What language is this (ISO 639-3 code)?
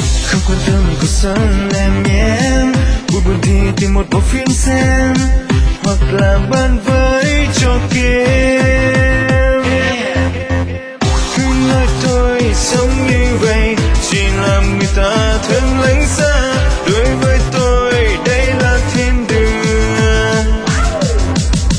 vie